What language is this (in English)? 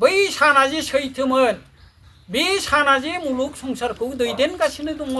Bodo